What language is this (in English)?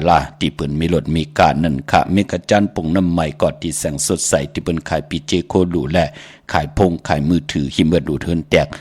Shan